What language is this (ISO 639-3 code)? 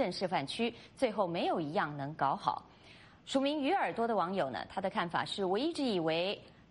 zho